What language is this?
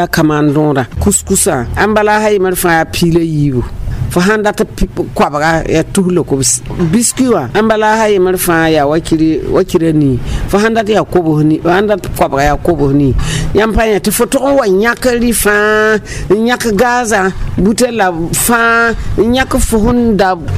Mossi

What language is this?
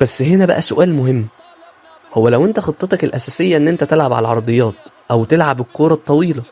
Egyptian Arabic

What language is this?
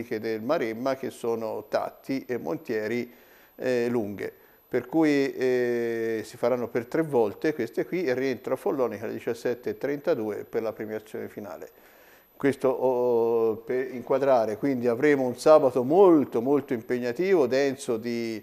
Italian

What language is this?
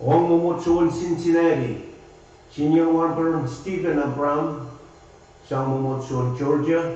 Pohnpeian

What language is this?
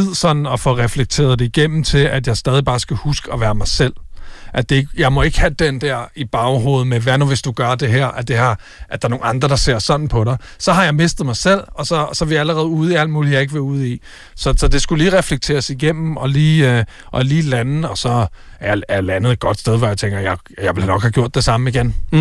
Danish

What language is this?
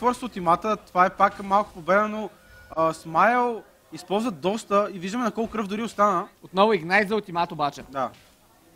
Bulgarian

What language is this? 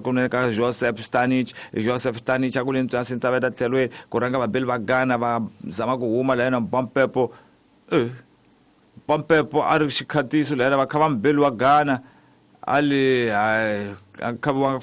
Tsonga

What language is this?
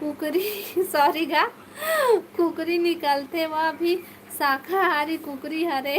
Chhattisgarhi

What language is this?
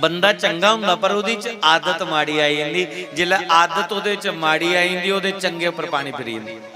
Dogri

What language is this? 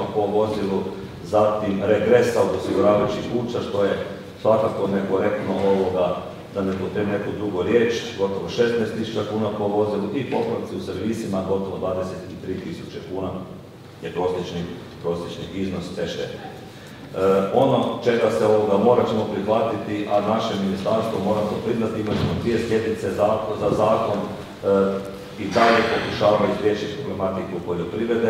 Croatian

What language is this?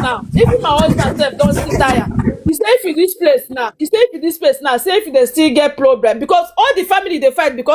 Nigerian Pidgin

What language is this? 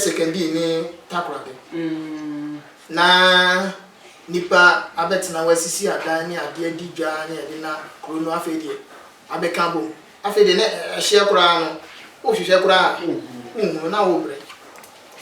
Akan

